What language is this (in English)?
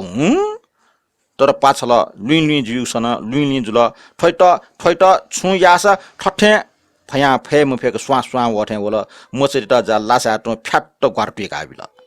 Newari